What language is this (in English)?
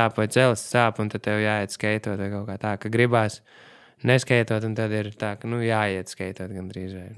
Latvian